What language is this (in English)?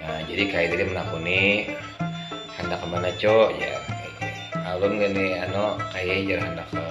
Banjar